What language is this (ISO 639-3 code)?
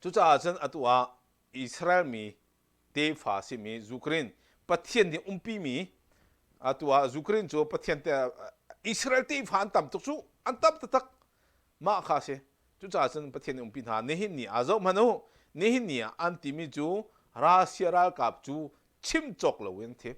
cnh